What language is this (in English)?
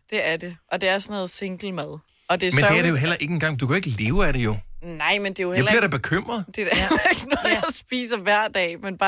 Danish